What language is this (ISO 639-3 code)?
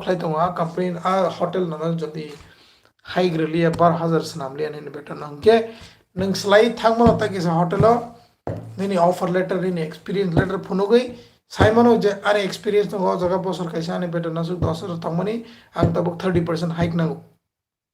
trp